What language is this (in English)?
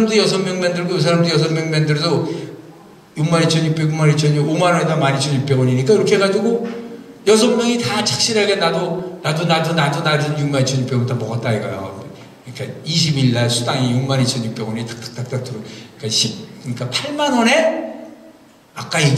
Korean